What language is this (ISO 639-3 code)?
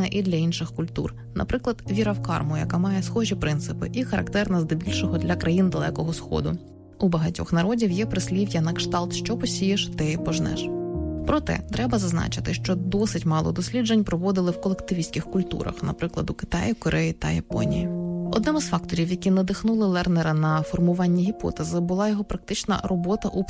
ukr